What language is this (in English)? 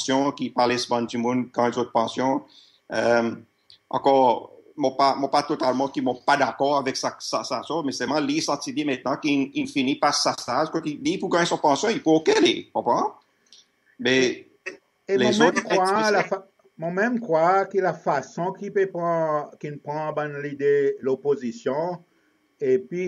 Seselwa Creole French